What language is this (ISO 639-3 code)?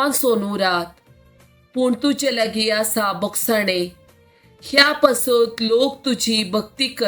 kok